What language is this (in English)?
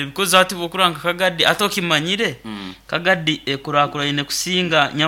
Nyoro